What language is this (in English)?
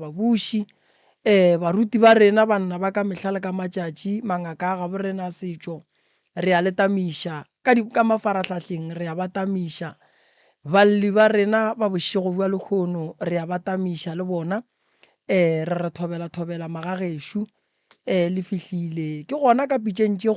Northern Sotho